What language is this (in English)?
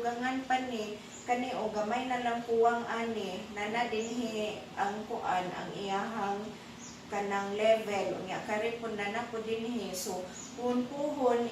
Cebuano